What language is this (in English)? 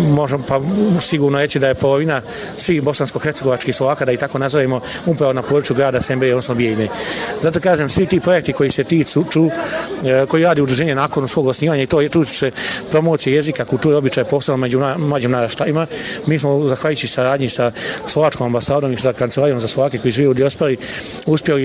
Bosnian